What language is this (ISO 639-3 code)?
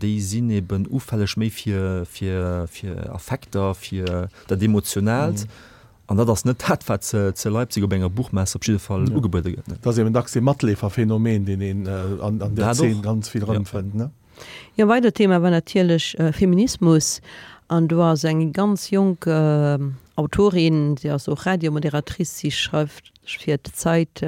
ltz